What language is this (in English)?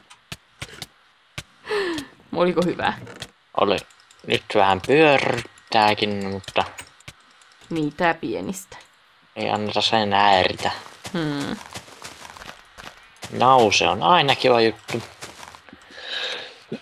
Finnish